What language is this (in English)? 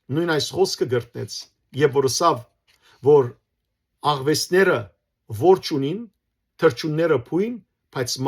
Western Armenian